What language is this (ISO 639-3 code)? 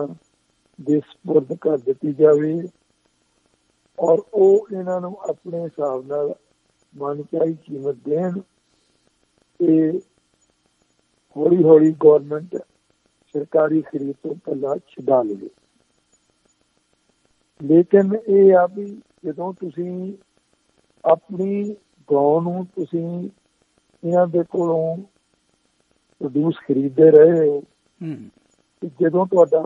pan